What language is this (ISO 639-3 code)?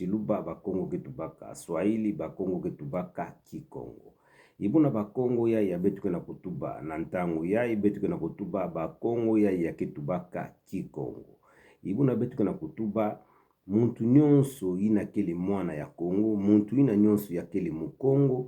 ktu